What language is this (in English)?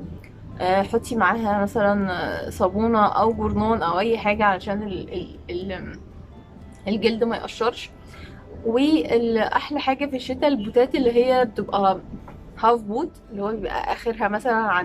Egyptian Arabic